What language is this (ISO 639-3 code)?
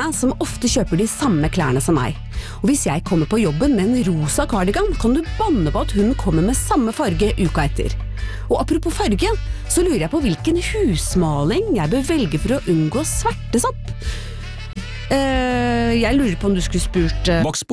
nor